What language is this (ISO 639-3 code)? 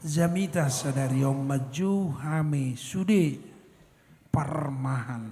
bbc